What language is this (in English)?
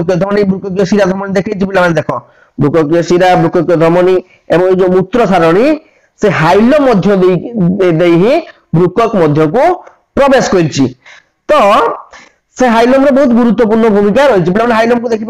Odia